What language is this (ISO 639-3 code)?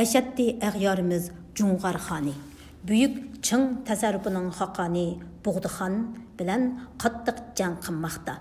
uig